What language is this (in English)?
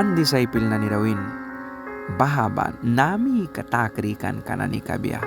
Mískito